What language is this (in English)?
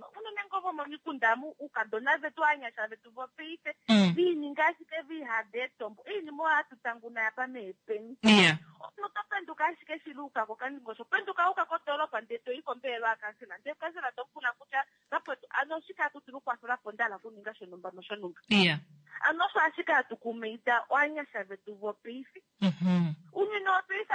Kuanyama